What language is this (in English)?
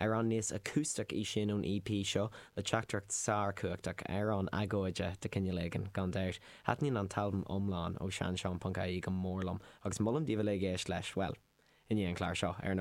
Irish